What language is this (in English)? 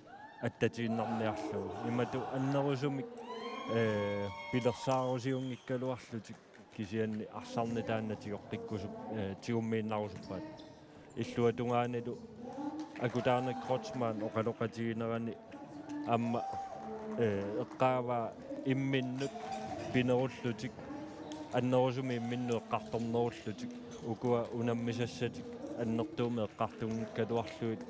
Kalaallisut